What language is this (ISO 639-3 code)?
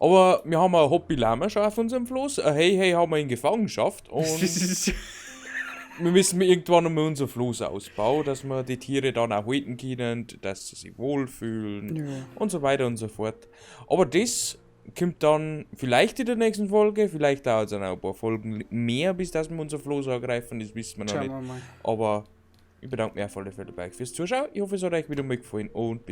bar